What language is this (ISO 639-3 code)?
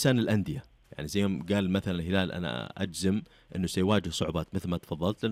ars